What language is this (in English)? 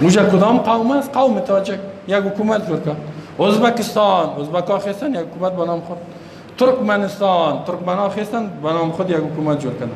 Persian